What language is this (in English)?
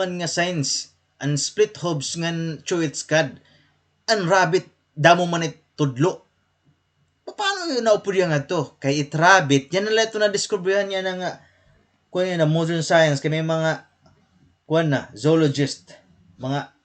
Waray